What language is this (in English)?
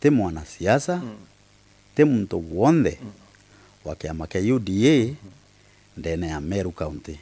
Meru